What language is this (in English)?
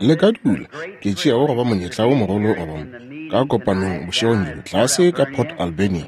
Northern Sotho